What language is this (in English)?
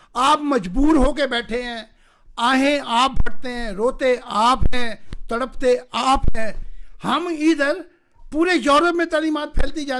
Urdu